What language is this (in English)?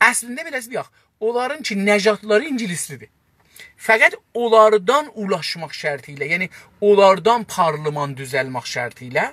South Azerbaijani